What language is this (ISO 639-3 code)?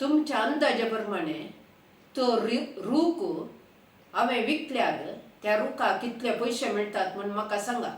kok